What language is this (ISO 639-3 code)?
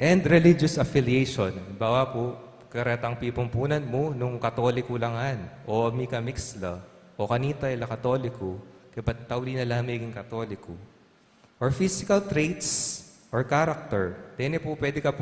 pam